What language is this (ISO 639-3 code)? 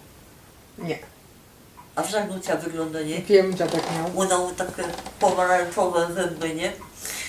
szl